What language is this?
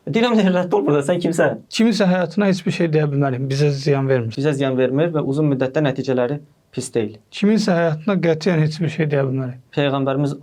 Azerbaijani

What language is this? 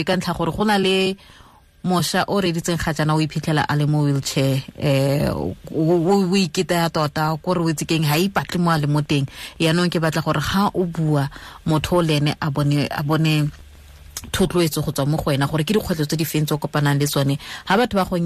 Tswana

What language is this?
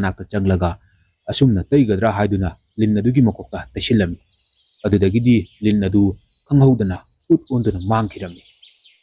Manipuri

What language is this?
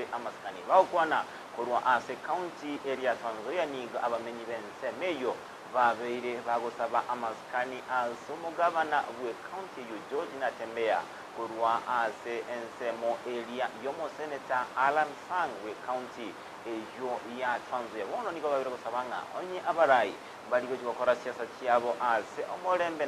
Gusii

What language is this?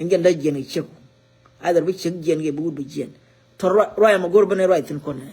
Nuer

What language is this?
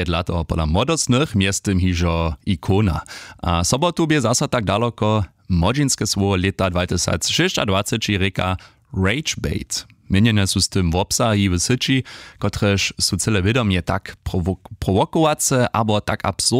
Upper Sorbian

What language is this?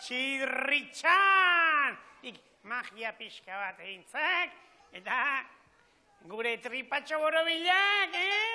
Basque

